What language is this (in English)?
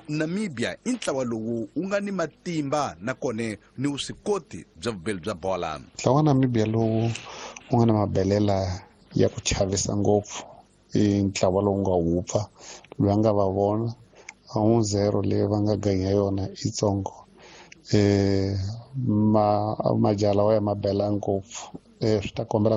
Tsonga